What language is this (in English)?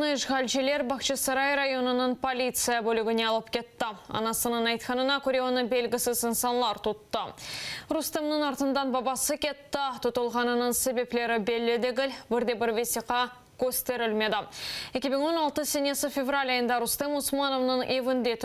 Crimean Tatar